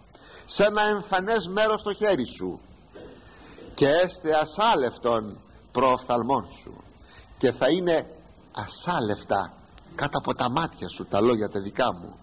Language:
Greek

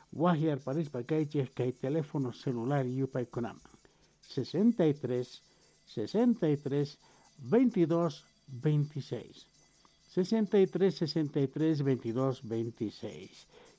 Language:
South Bolivian Quechua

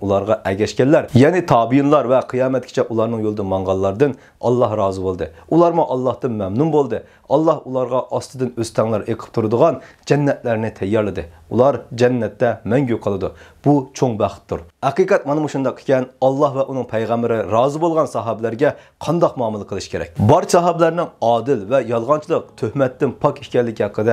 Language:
Uyghur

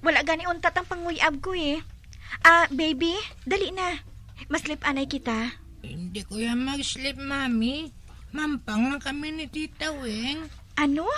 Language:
Hiligaynon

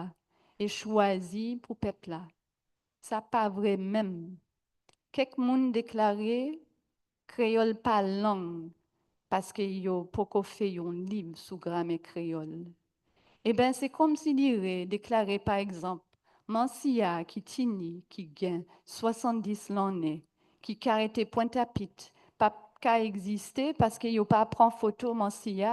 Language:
Guadeloupean Creole French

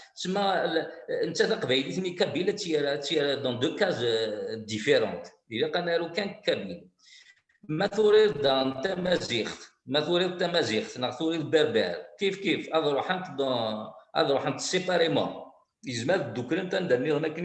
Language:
Kabyle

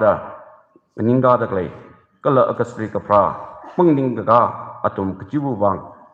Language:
Tangkhul Naga (India)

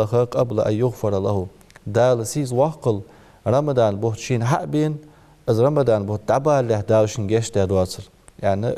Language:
Ingush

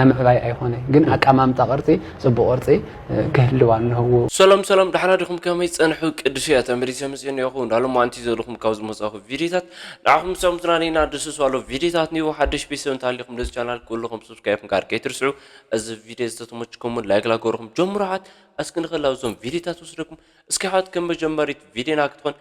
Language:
Tigrinya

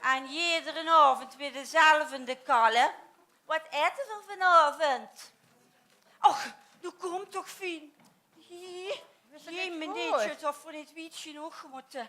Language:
Limburgish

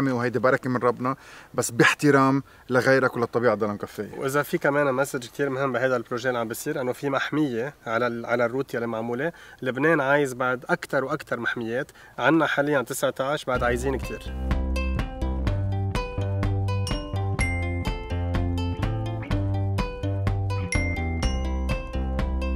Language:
North Levantine Arabic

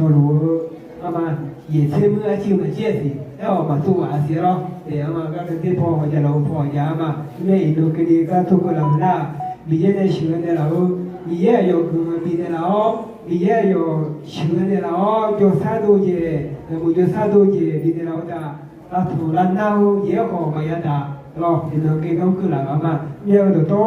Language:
Akha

